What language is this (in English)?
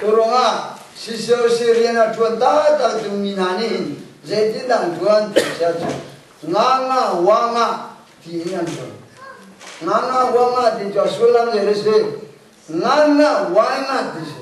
Hakha Chin